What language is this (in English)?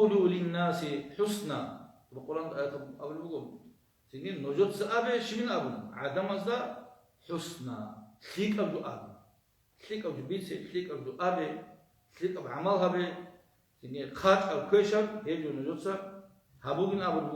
Avaric